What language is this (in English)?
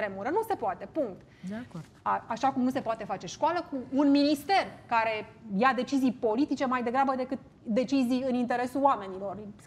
Romanian